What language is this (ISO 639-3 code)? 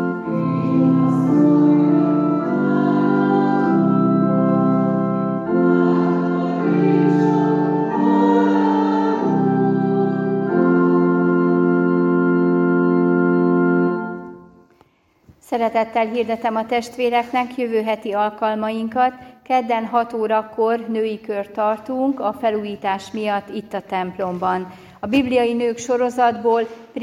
hun